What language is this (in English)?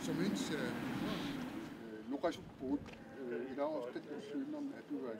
Kalaallisut